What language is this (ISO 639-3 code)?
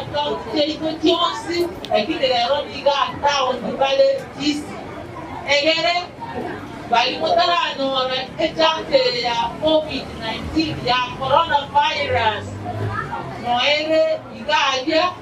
guz